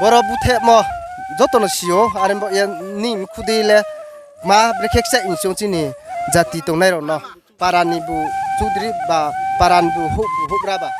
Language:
Riang (India)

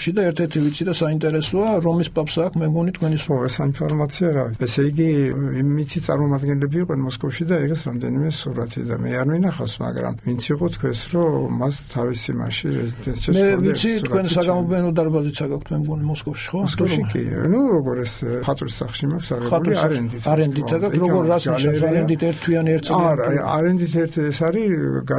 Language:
Georgian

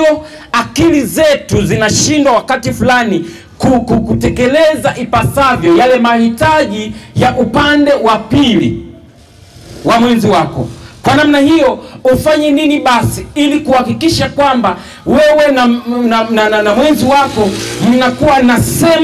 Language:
Swahili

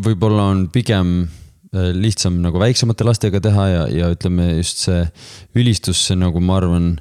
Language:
Estonian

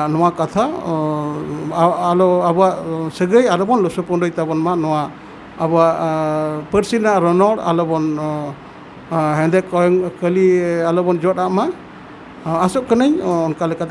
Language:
Santali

